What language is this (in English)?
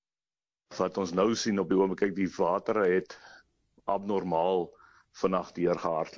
Afrikaans